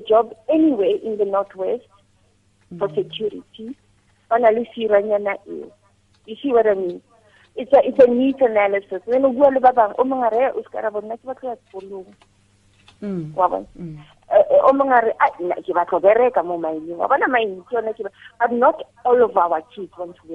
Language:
Tswana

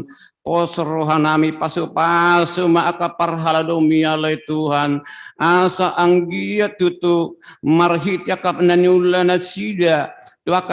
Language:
Batak Toba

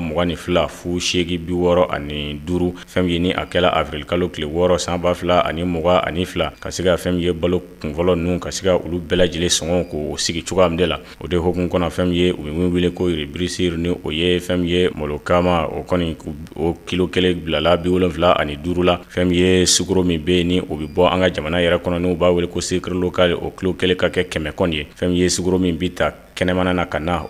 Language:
Bambara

